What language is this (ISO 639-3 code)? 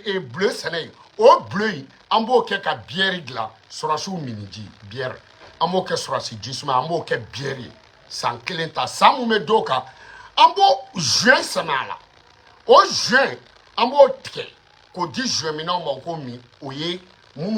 bam